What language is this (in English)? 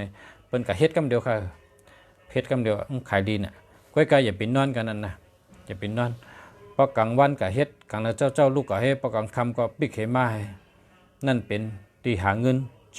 Shan